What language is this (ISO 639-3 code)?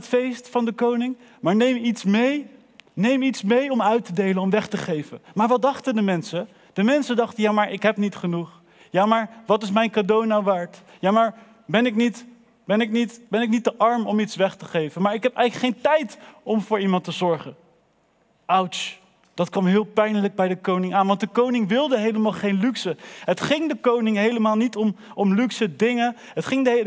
nld